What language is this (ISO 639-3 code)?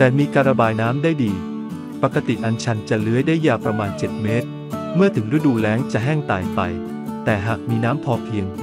tha